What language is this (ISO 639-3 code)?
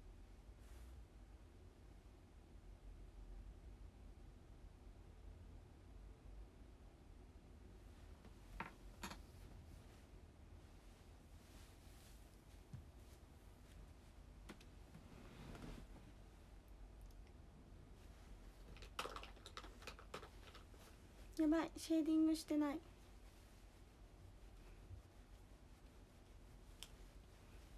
jpn